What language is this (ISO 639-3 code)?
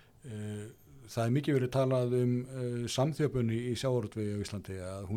isl